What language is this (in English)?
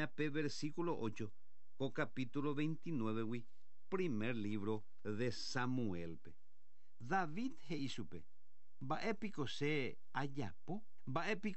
Guarani